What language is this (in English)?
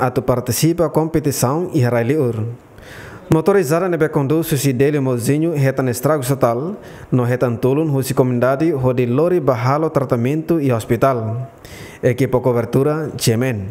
Tetum